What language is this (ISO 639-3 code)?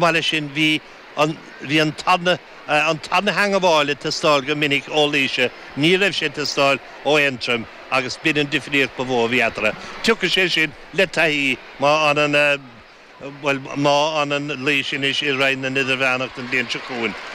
gle